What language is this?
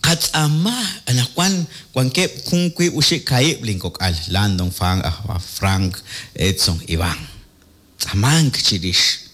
Kekchí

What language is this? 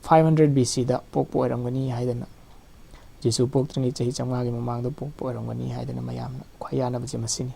Manipuri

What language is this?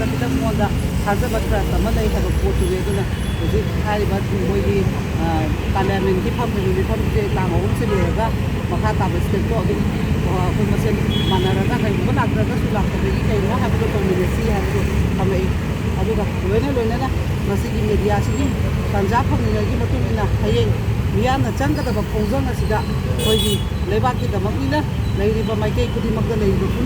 Manipuri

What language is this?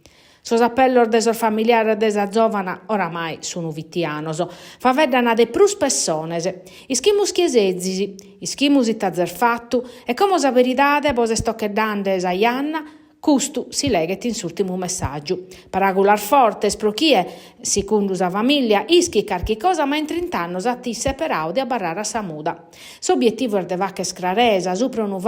Sardinian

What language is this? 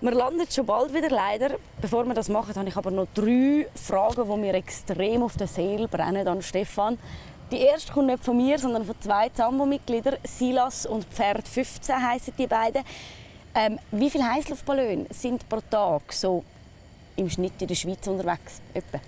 Swiss German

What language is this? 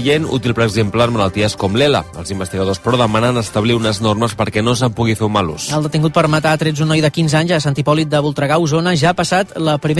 Catalan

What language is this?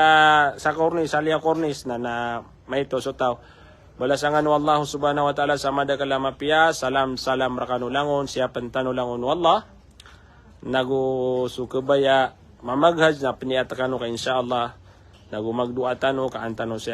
Maranao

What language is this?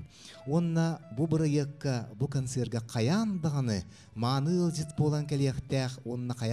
Yakut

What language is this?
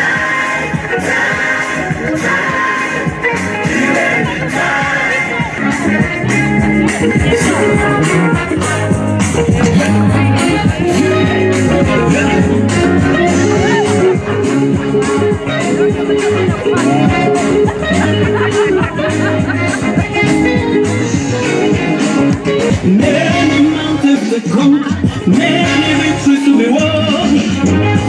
Swahili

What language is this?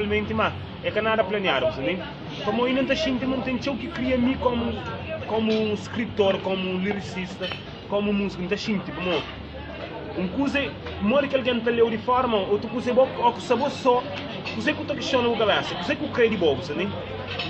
Kabuverdianu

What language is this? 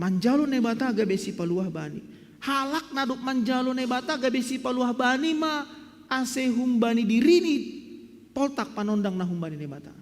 Batak Simalungun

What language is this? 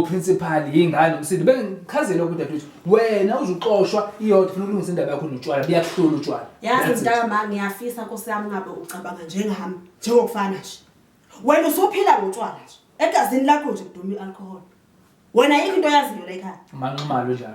Zulu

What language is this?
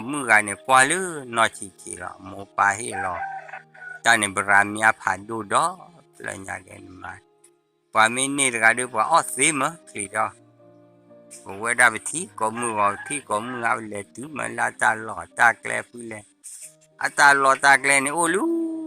S'gaw Karen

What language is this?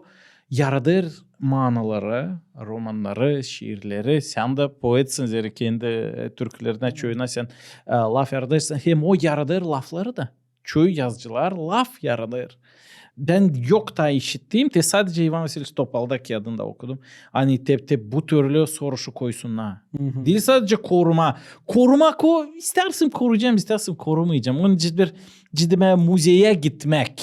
Gagauz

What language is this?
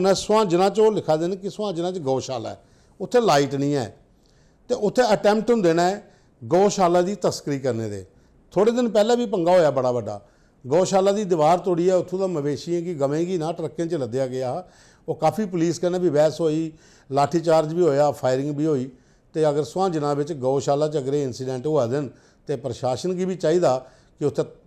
Dogri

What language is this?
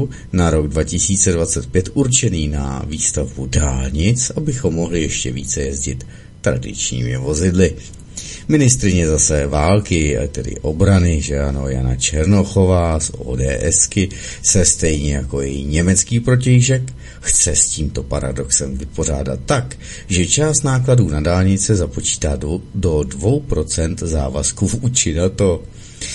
Czech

